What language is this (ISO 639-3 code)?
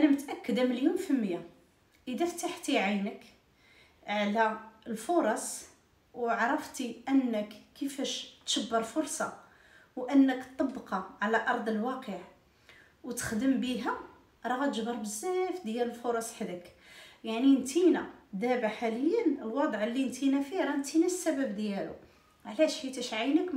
ary